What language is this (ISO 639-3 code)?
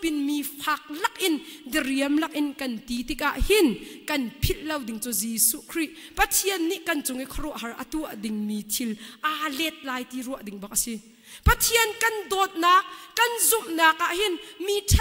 cnh